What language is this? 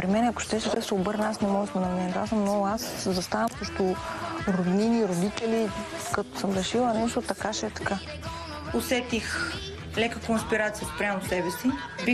Bulgarian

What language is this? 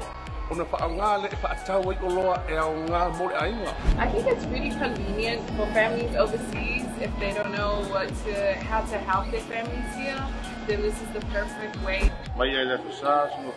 Samoan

